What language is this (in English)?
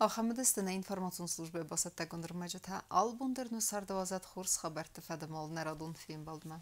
Ossetic